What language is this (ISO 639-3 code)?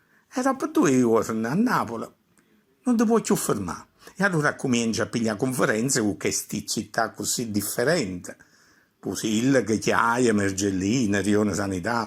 nap